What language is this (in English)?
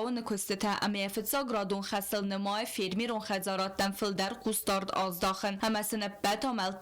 Ossetic